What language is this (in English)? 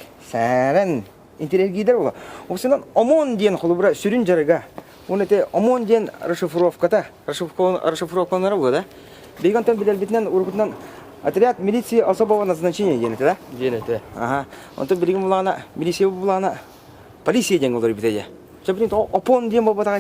Yakut